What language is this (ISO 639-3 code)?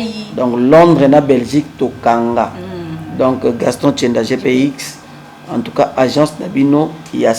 lin